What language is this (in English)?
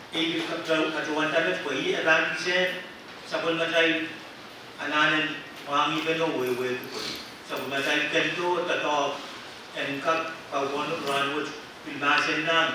Pohnpeian